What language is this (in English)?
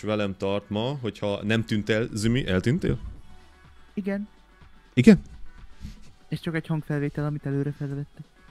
Hungarian